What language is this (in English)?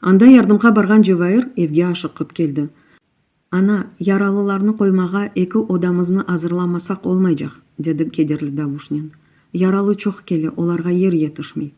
Crimean Tatar